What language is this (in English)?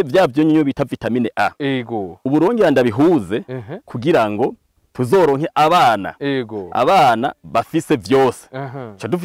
Rundi